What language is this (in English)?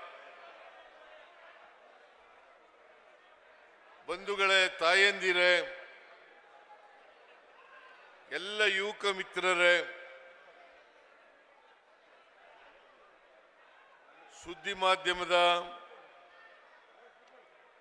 Kannada